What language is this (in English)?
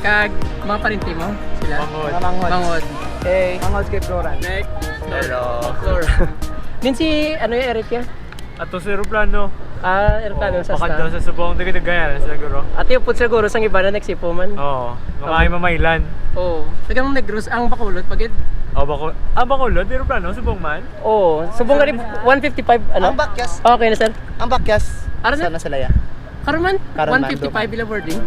Hiligaynon